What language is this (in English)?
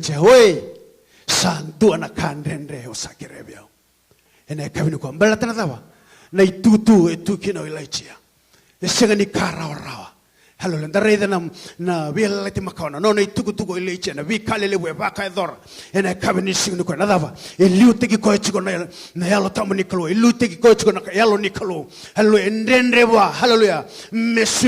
Fijian